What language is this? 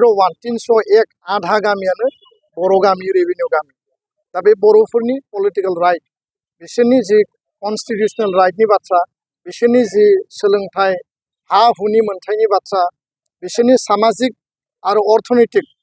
Bodo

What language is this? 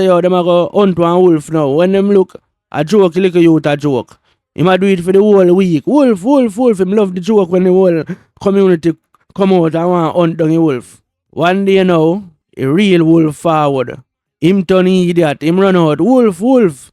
Jamaican Creole English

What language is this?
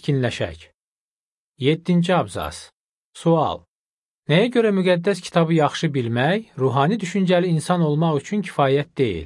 Azerbaijani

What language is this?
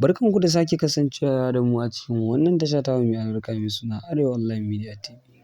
Hausa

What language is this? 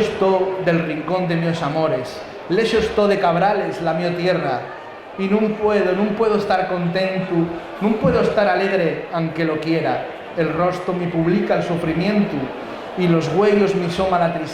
Asturian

